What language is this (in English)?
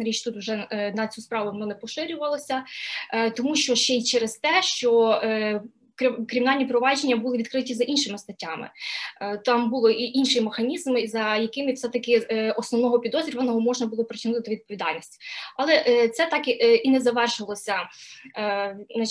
Ukrainian